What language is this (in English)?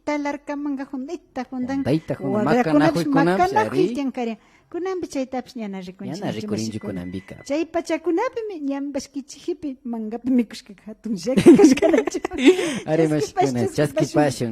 Imbabura Highland Quichua